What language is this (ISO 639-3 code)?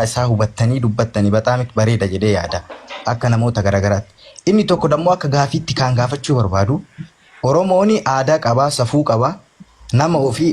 orm